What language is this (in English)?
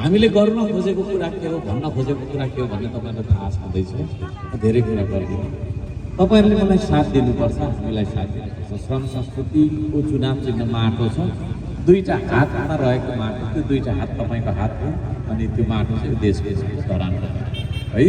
Nepali